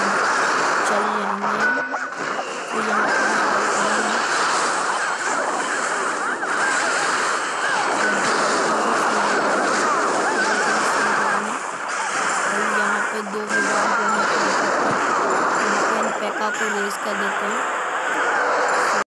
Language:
Hindi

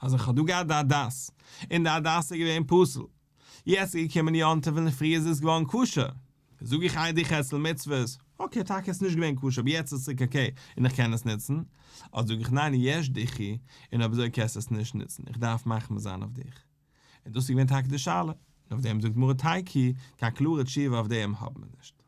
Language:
Yiddish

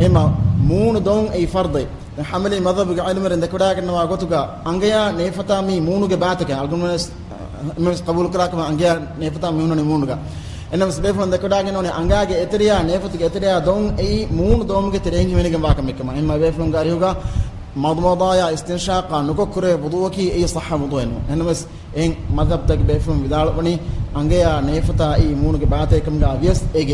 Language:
Divehi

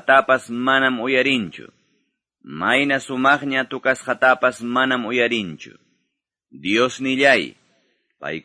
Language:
Quechua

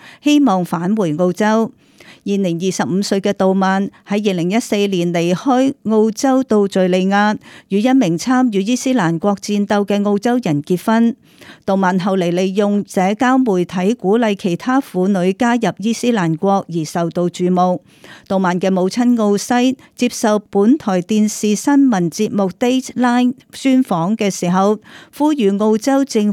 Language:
Cantonese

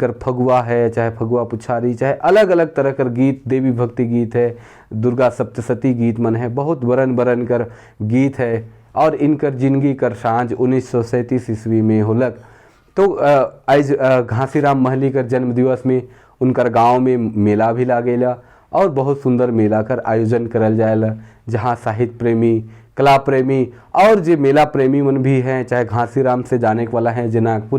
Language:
Sadri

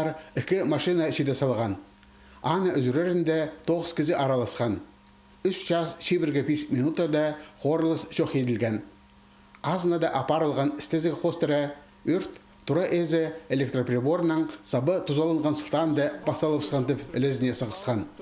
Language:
Khakas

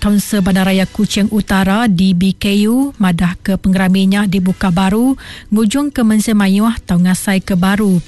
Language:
Iban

